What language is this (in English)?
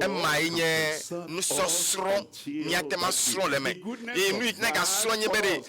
Ewe